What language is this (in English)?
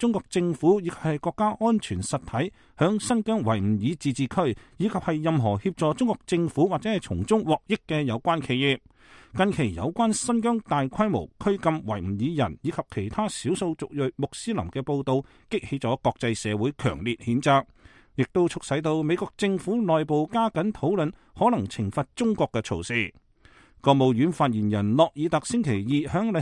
Cantonese